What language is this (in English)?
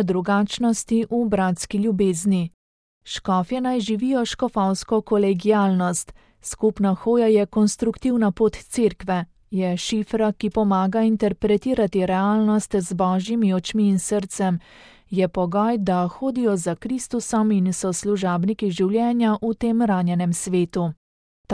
Slovenian